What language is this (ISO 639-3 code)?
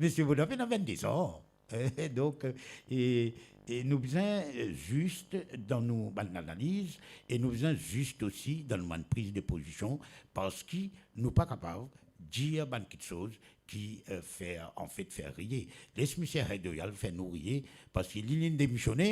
mfe